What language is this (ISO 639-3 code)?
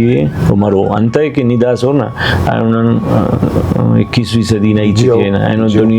brh